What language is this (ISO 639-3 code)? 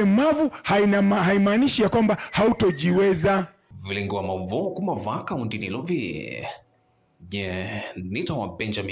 kam